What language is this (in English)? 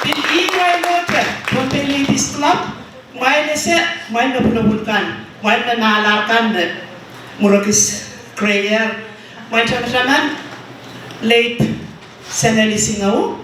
Pohnpeian